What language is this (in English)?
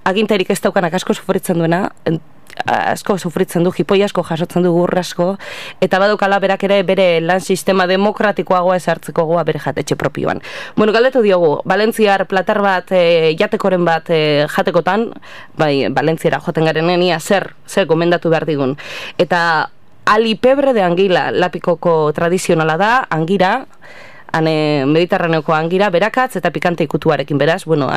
Basque